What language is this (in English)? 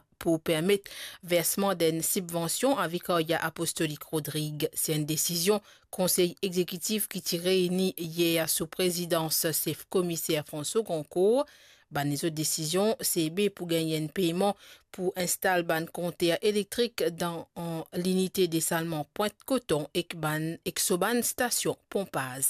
Morisyen